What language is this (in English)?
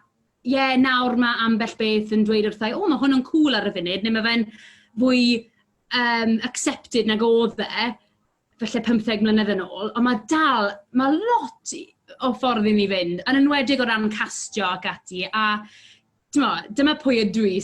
Welsh